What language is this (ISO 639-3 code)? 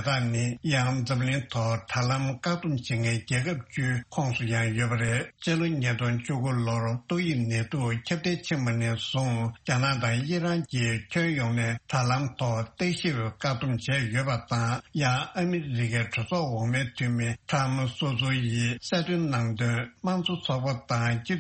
bod